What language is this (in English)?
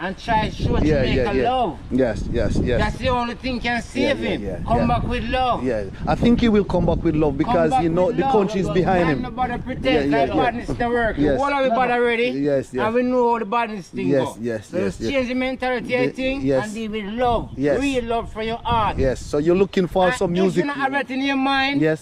Jamaican Creole English